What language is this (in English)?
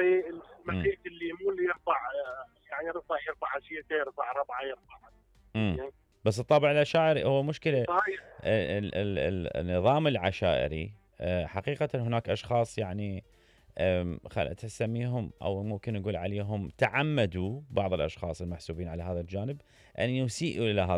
Mesopotamian Arabic